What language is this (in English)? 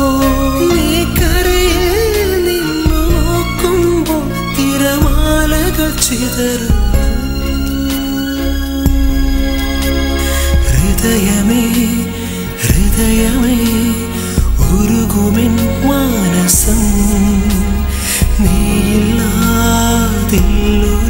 Malayalam